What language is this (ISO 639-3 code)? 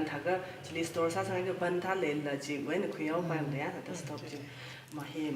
nmf